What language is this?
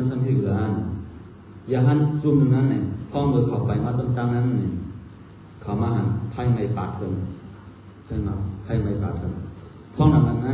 Shan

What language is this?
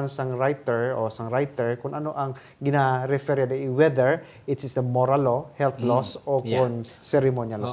Hiligaynon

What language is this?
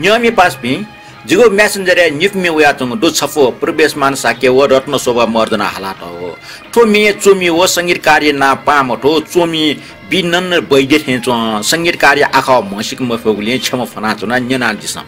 Newari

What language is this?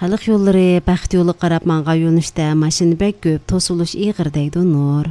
Uyghur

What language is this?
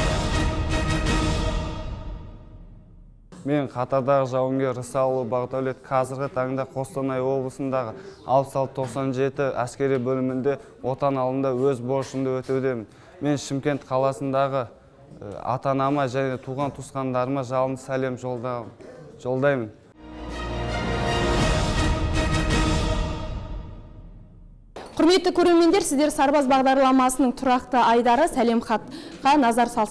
Kazakh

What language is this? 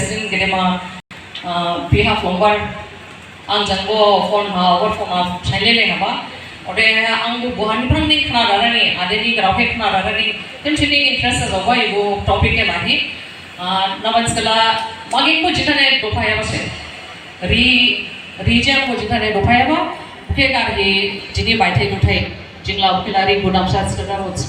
Dimasa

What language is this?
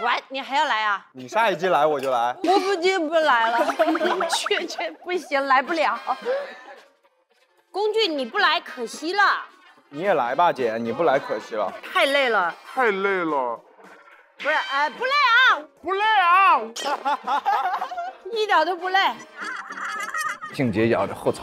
Chinese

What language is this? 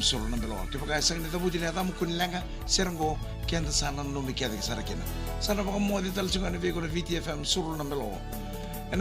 Fijian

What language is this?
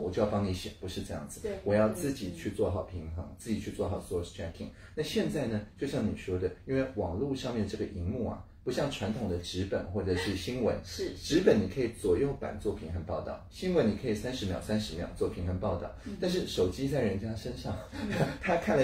Chinese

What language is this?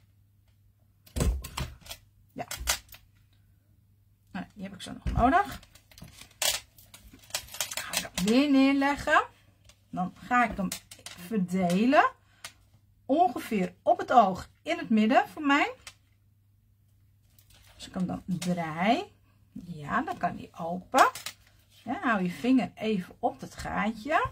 Dutch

